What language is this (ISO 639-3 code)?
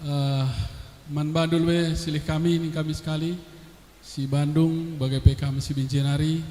btx